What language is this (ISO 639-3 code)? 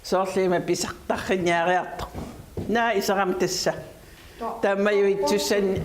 kal